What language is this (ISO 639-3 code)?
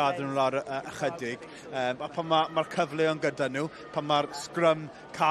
cym